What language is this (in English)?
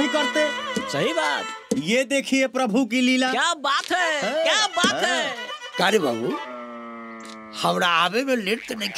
Bhojpuri